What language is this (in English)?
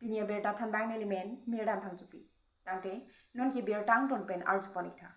Karbi